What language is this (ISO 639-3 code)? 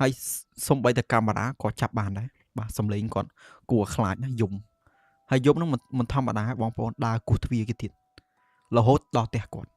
khm